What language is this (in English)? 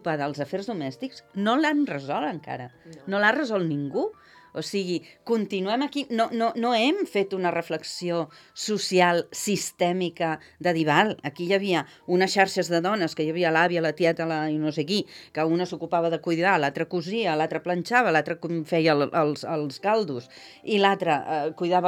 Catalan